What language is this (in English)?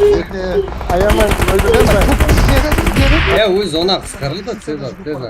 Kara-Kalpak